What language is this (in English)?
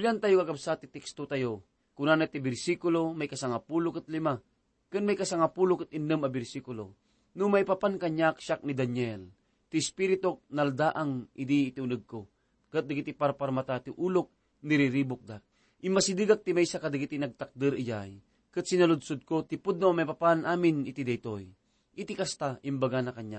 Iloko